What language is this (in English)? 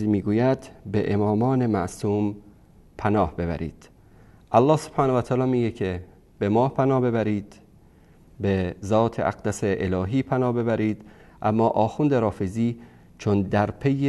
Persian